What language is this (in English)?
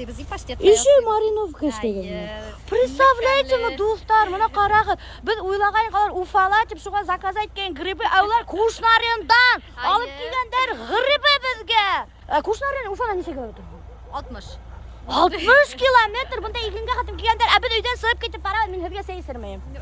Bashkir